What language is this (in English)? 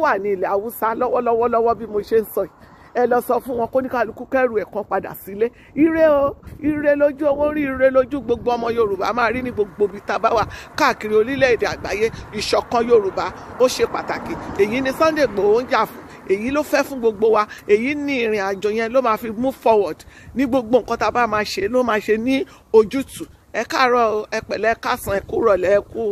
Yoruba